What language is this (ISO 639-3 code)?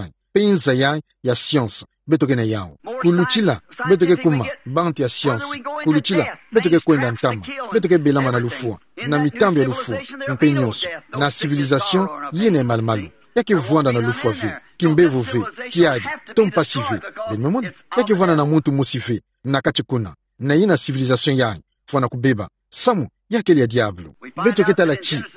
ktu